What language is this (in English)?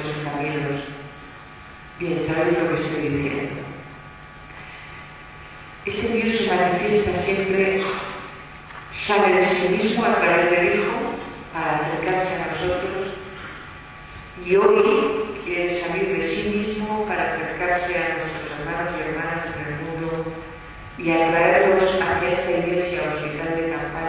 Spanish